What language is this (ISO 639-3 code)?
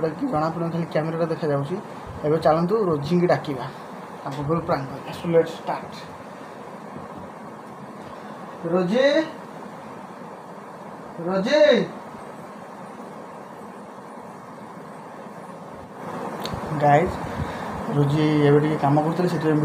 ori